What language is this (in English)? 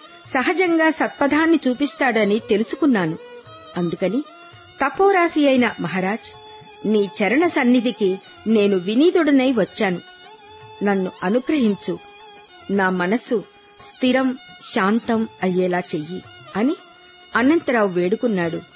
Telugu